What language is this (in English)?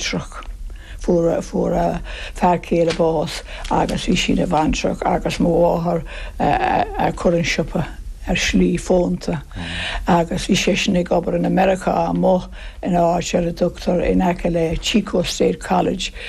Irish